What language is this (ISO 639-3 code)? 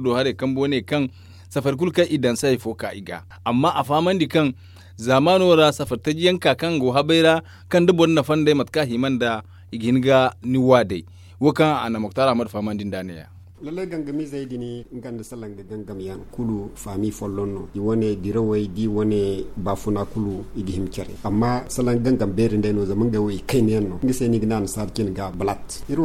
dje